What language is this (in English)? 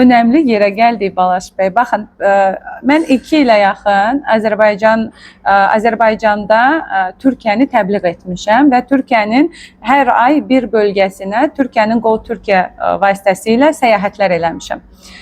Azerbaijani